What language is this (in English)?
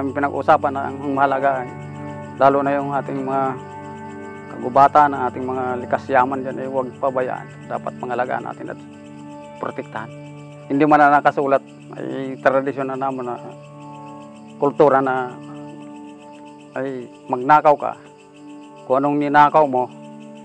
Filipino